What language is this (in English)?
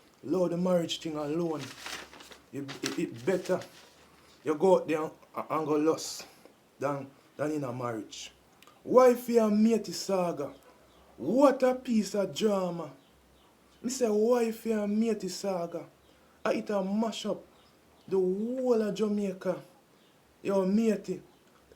Jamaican Creole English